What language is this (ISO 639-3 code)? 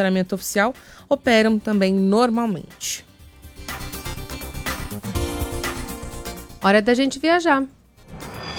por